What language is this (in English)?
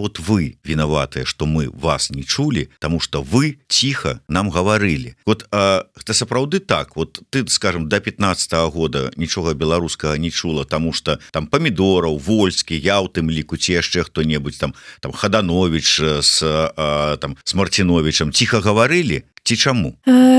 Belarusian